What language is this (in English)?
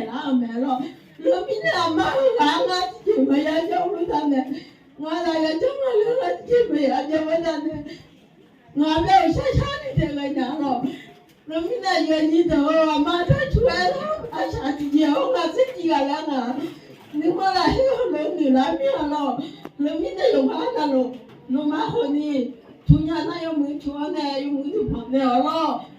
Akha